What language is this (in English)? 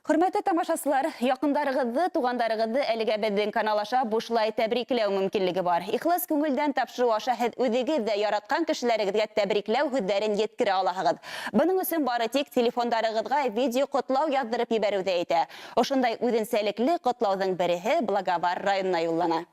Bashkir